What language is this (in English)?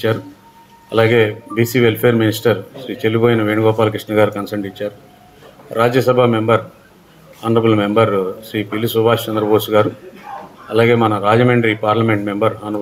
Telugu